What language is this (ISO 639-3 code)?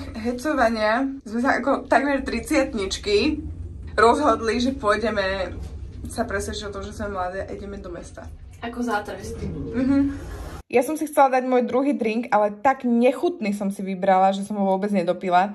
slk